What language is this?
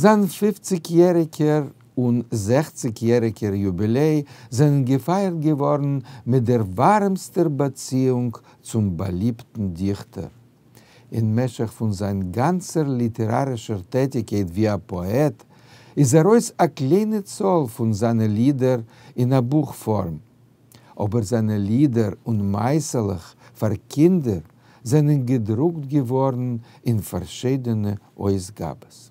Yiddish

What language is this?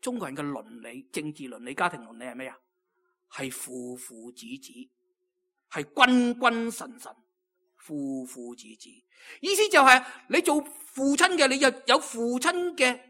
Cantonese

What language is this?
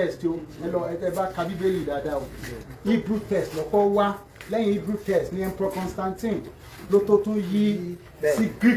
Yoruba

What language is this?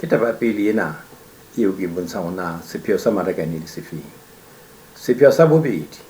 Southern Sotho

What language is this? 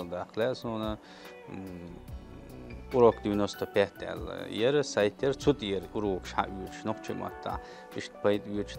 Chechen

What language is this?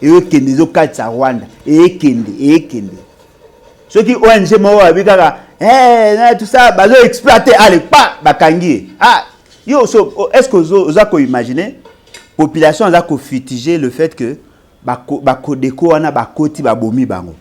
Lingala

